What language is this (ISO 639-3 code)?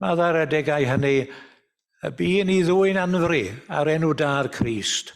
cym